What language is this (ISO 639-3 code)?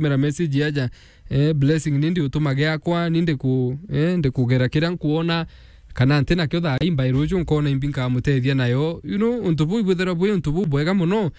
mer